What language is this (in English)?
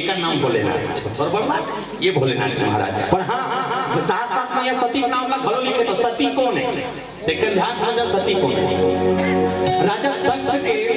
Chhattisgarhi